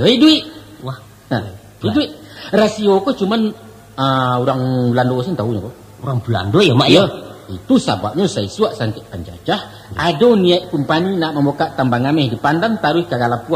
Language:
Minangkabau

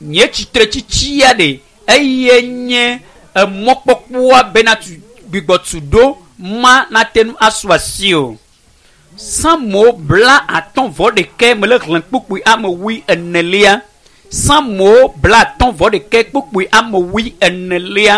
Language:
Ewe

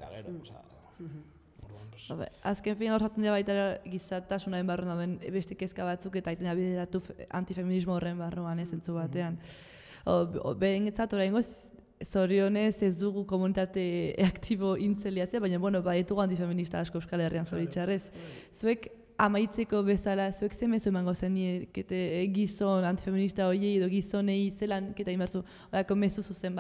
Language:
Basque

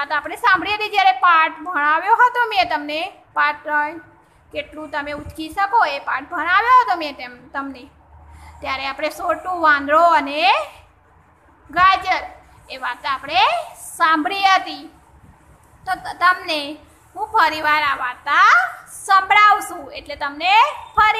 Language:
Gujarati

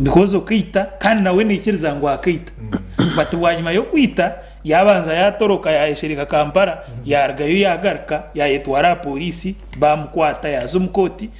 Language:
Nyankole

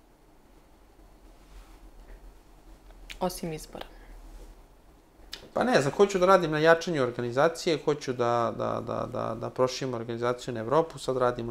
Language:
Serbian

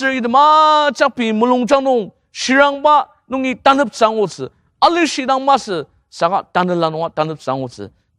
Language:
Ao Naga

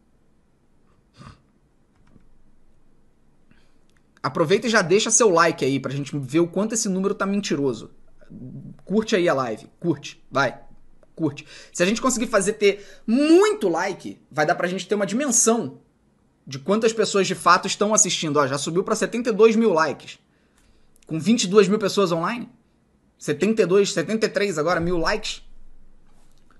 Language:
Portuguese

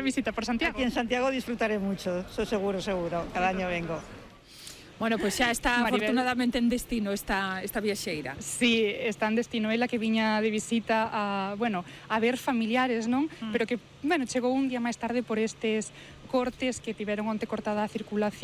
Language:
Galician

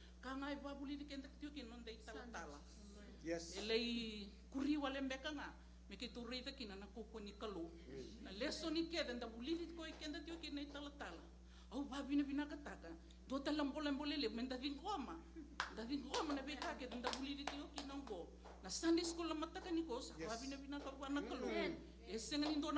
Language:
Fijian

